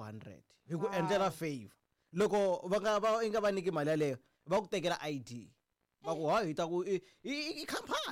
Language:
Tsonga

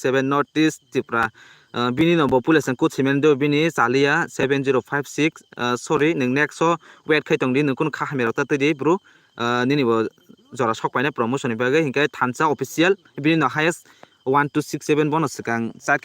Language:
Kok Borok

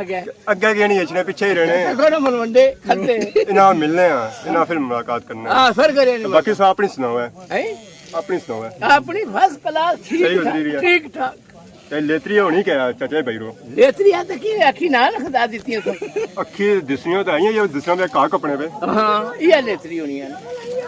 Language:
Pahari-Potwari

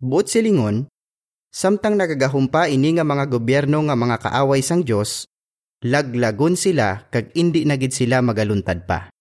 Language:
Hiligaynon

